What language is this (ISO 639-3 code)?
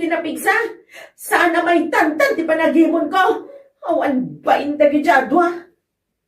ilo